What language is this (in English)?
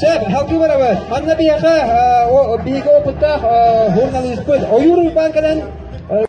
Yakut